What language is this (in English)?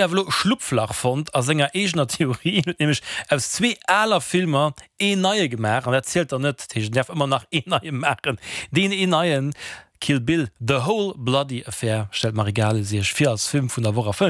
Luxembourgish